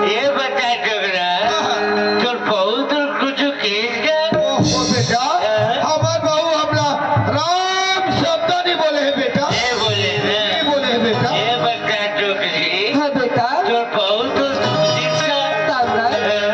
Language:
Chhattisgarhi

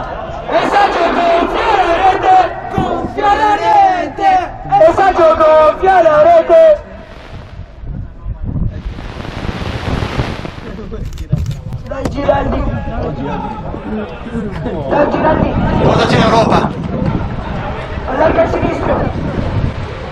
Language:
Italian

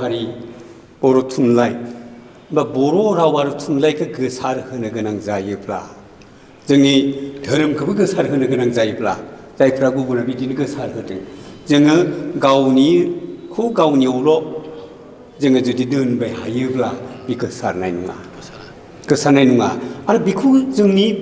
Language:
Bodo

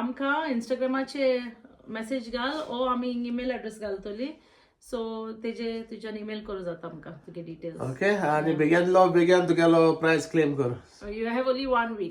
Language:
Konkani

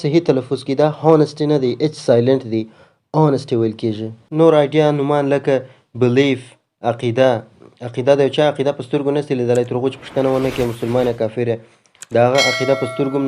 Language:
Pashto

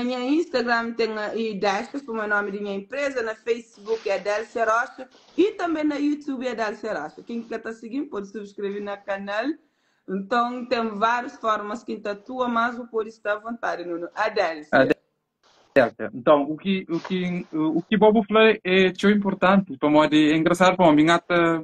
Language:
Kabuverdianu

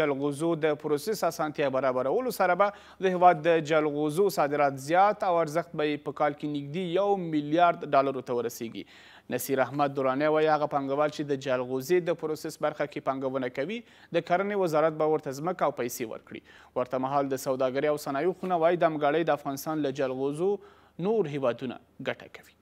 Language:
Pashto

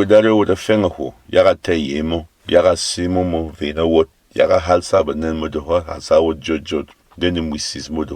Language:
Berom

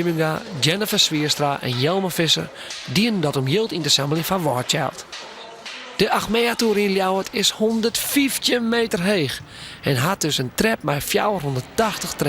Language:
Western Frisian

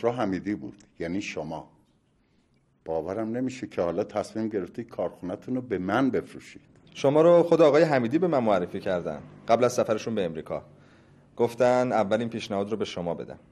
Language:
Persian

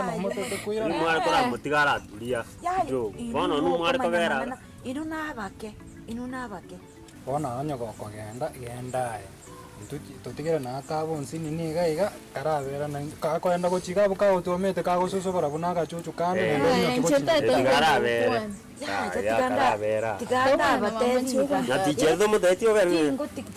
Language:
Gusii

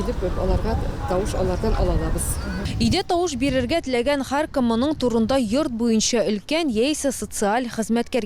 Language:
Tatar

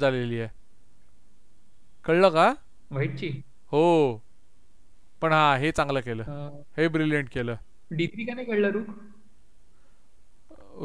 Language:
Marathi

